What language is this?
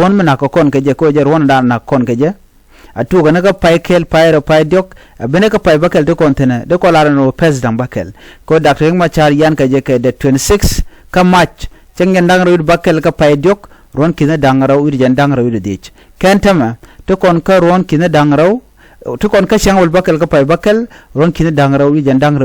Nuer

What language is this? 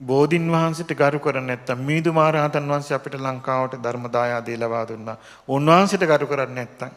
Sinhala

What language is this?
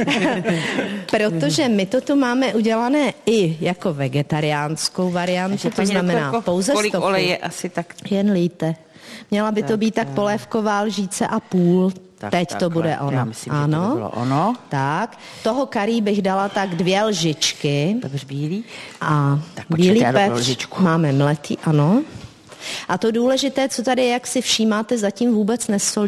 Czech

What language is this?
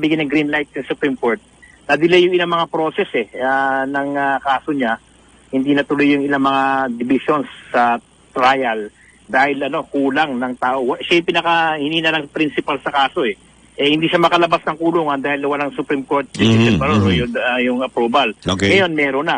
Filipino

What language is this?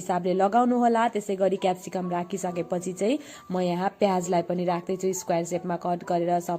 Nepali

